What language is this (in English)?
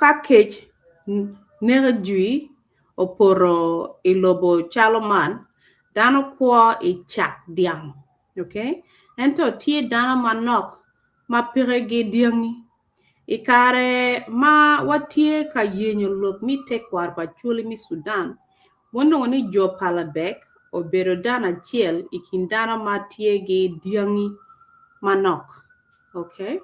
Acoli